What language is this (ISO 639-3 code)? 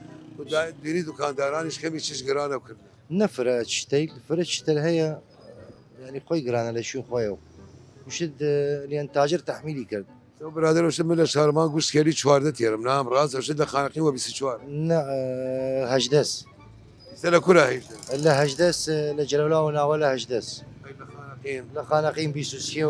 sdh